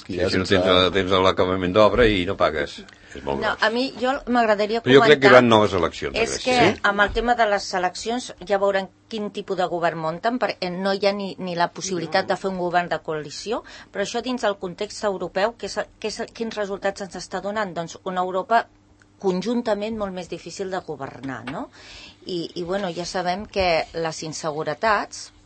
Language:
Catalan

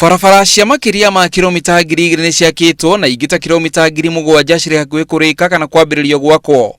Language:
Kikuyu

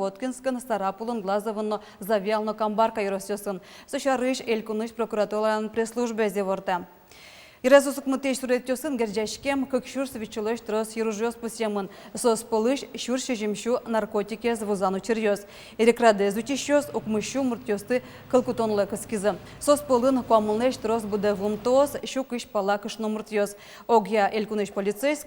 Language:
Udmurt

